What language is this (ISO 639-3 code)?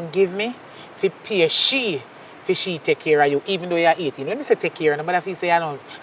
jam